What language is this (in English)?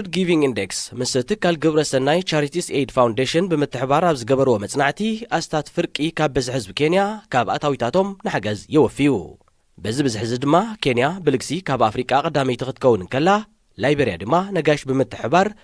Tigrinya